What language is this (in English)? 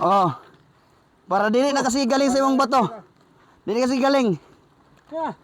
Cebuano